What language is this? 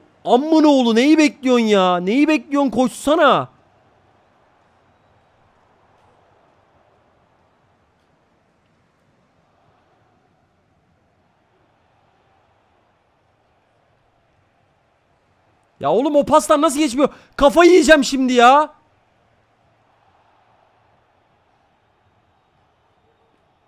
Turkish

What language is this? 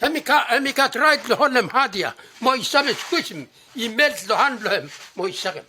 Bislama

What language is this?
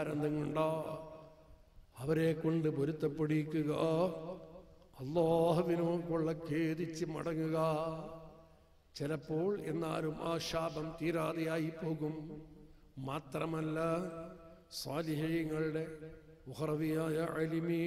Malayalam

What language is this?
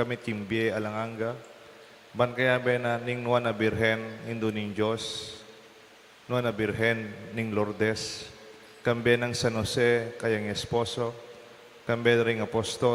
Pampanga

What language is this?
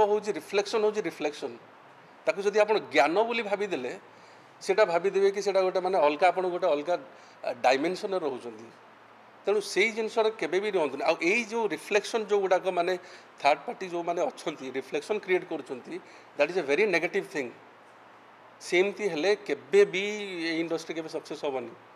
Odia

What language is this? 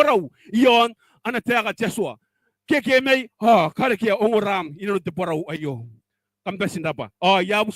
Gilbertese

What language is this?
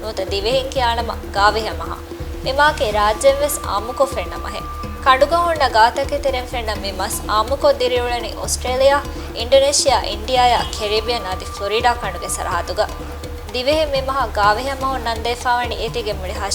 Divehi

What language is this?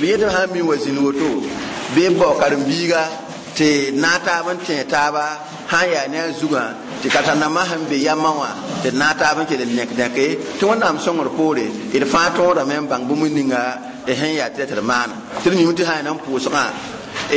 Mossi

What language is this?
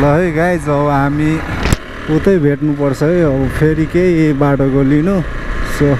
Nepali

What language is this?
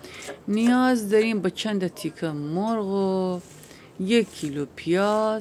Gilaki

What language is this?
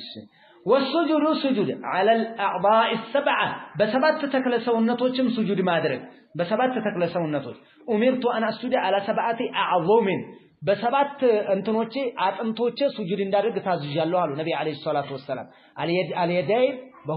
Amharic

